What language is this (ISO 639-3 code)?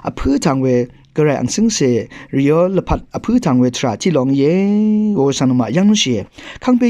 raw